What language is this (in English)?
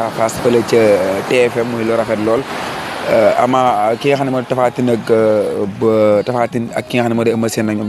Wolof